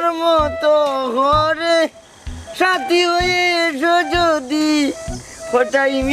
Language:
Sylheti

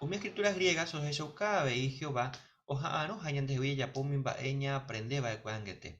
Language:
Guarani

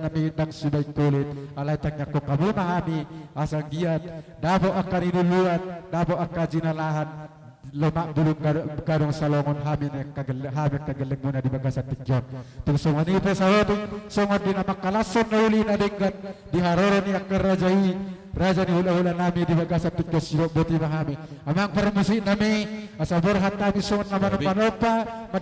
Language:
Batak Toba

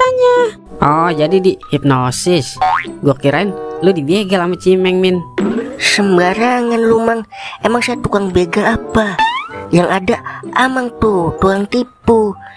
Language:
Betawi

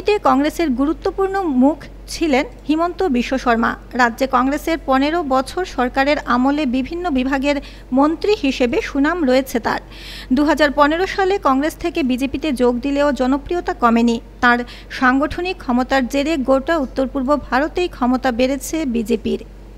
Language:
Bangla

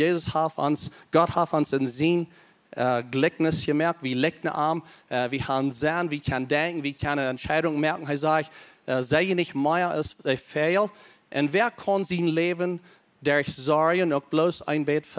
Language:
Plautdietsch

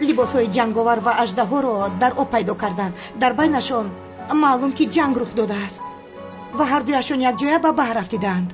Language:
Tajik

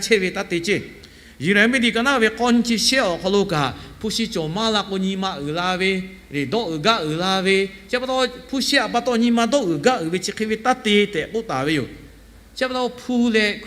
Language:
Lahu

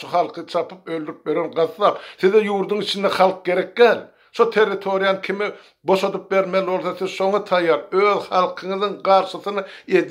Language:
Turkmen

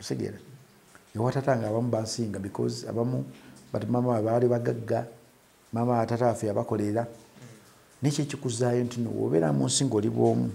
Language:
Ganda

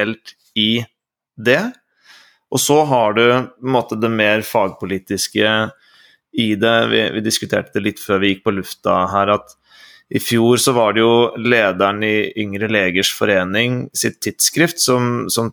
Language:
Norwegian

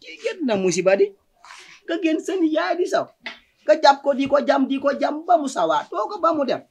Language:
Wolof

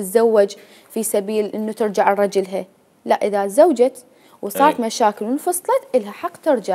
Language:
Mesopotamian Arabic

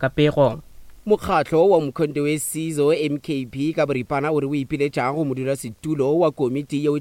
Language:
Northern Sotho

